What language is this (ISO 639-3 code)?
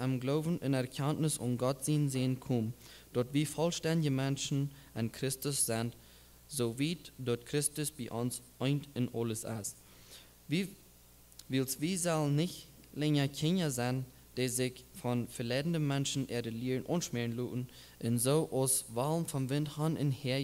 pdt